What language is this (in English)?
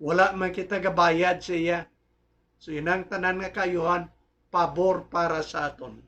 Hiligaynon